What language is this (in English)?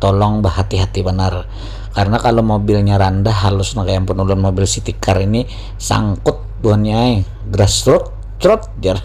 Banjar